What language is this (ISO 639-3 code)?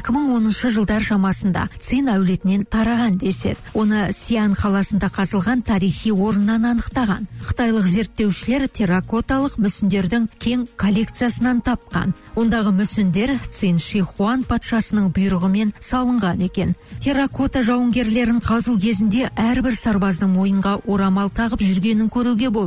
kaz